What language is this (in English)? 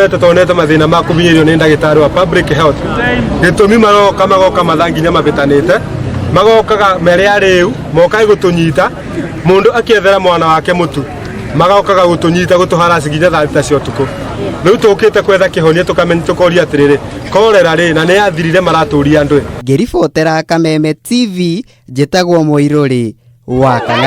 Kikuyu